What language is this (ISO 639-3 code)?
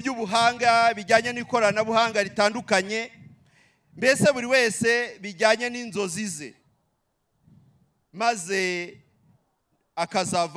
kin